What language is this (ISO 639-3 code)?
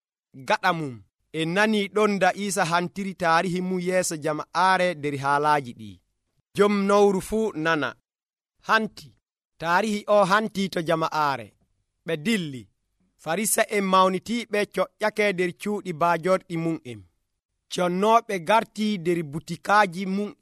fuv